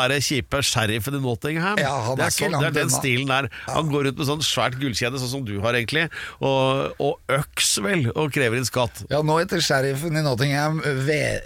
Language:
Norwegian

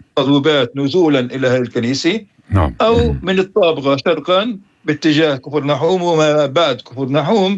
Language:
North Levantine Arabic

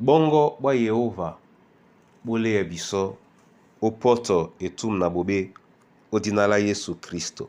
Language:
Duala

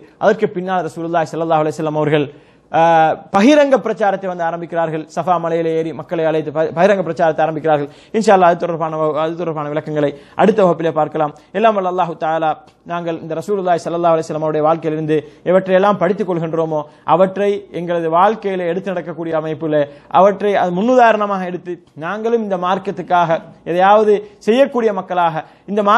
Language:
Tamil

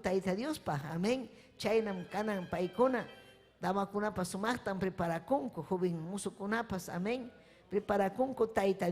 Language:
Ayacucho Quechua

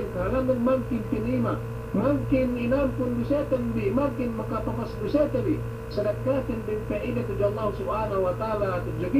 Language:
Yakan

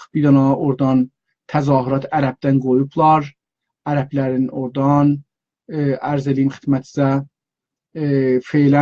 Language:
South Azerbaijani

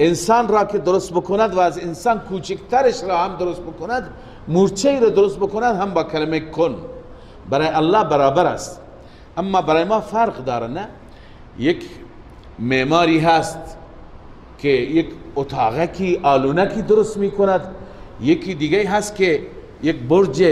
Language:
Persian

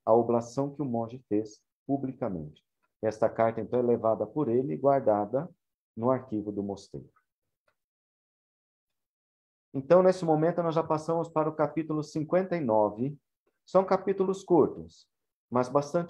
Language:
Portuguese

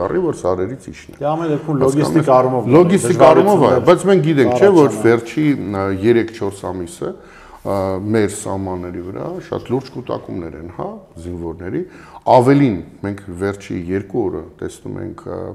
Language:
Armenian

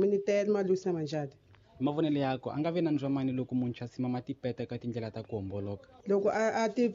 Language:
Tsonga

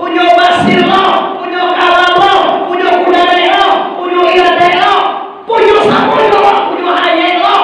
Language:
Minangkabau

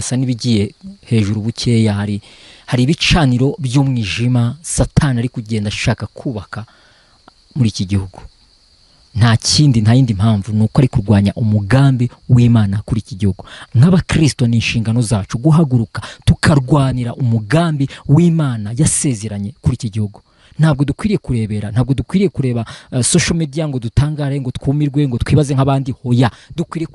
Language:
Kinyarwanda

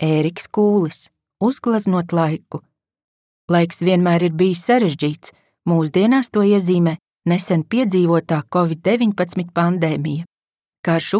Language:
Latvian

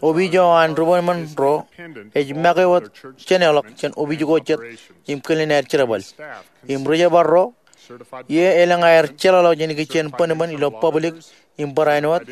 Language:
Marshallese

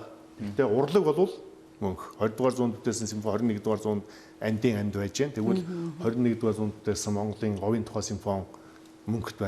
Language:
Mongolian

